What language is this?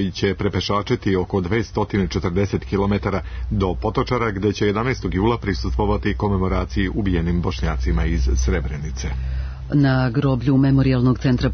Serbian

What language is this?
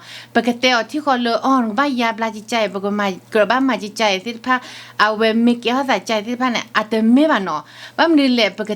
S'gaw Karen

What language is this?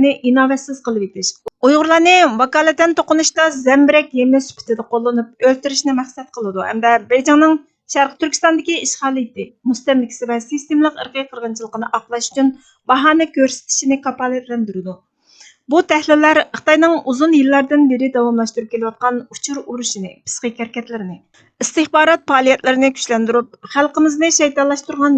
Uyghur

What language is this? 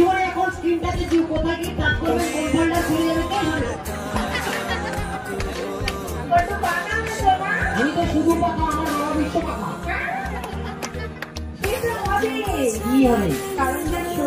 Bangla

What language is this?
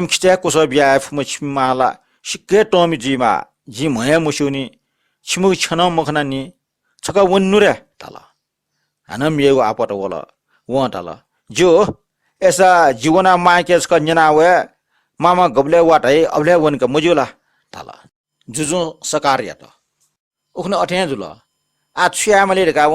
Newari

